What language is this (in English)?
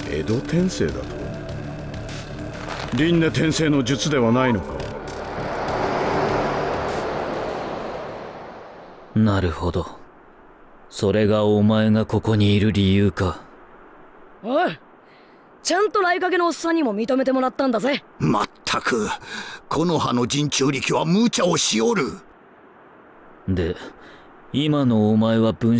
Japanese